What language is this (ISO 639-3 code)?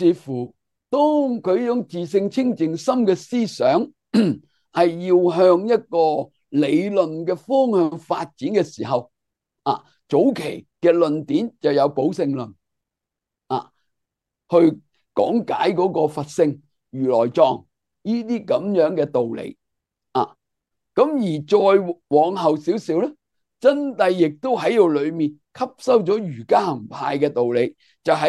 yue